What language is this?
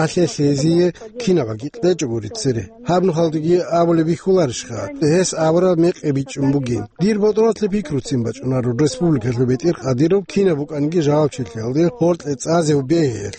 Avaric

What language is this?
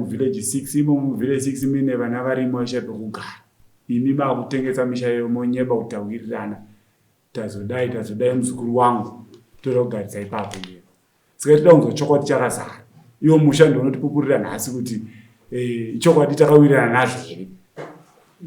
Shona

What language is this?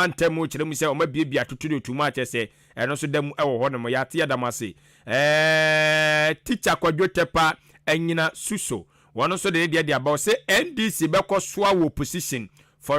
Akan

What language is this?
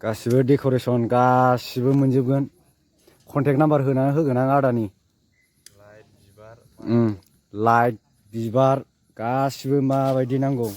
Bodo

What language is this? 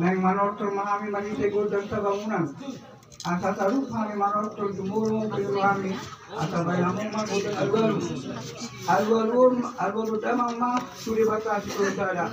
Batak Toba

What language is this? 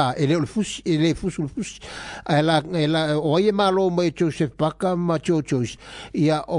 Samoan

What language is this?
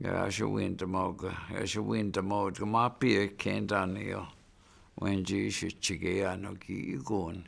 Chippewa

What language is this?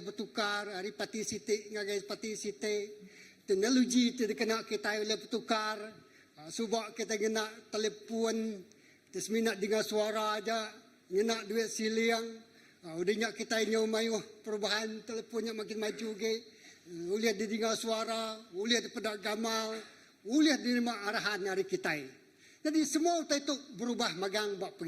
Iban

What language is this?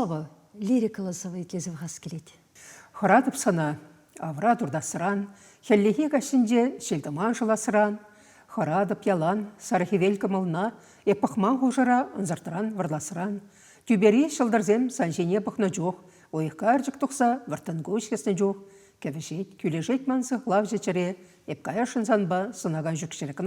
Chuvash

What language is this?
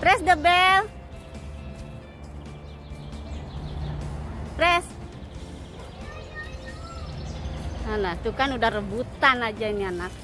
Indonesian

